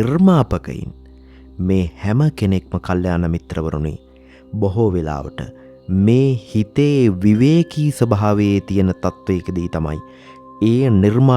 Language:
Sinhala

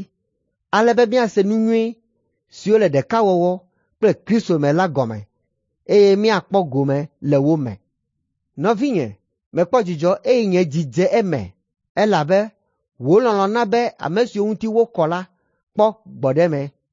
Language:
Ewe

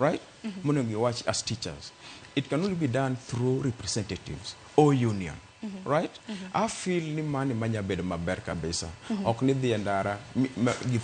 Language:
Luo (Kenya and Tanzania)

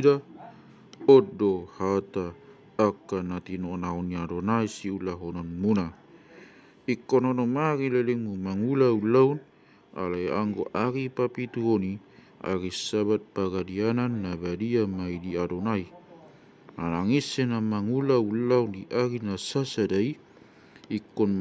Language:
Batak Toba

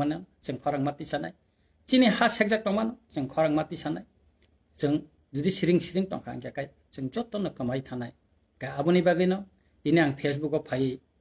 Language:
Kok Borok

